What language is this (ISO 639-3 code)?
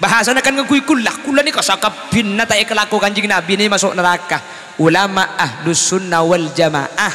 mad